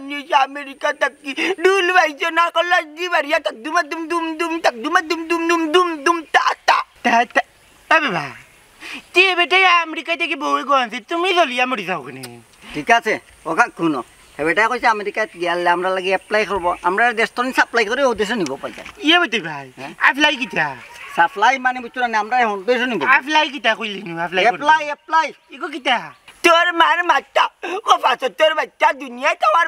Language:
Sylheti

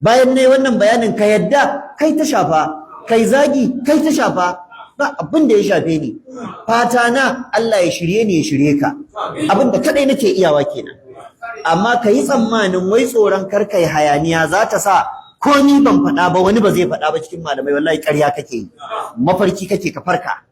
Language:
Hausa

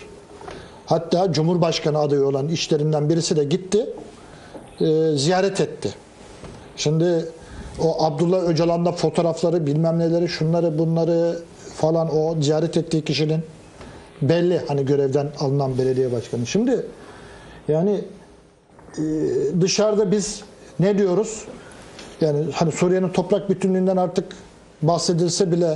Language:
Turkish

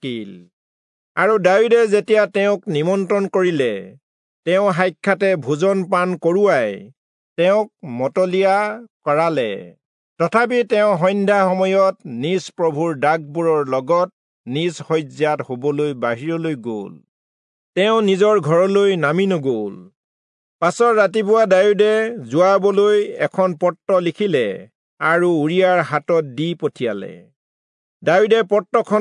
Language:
Assamese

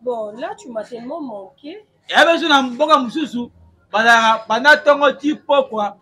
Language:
Lingala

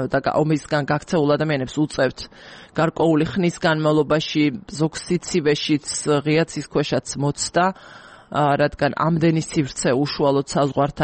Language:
Georgian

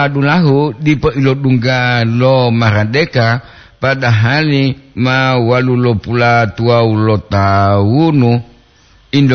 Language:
Gorontalo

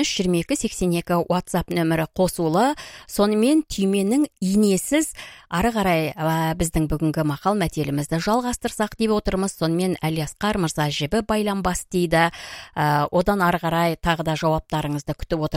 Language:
Kazakh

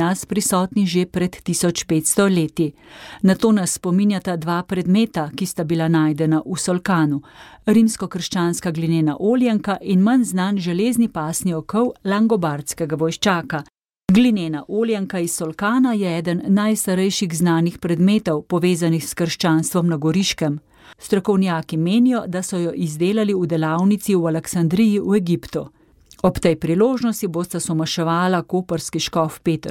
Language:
Slovenian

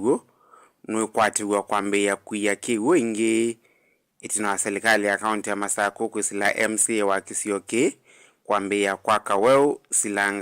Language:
Kamba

